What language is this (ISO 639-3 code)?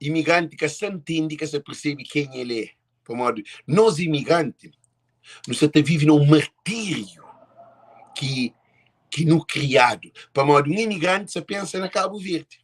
kea